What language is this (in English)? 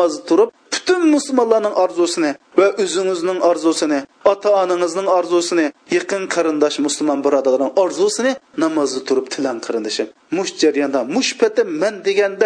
Uyghur